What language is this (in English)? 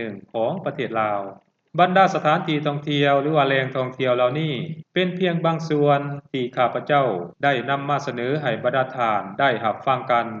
Lao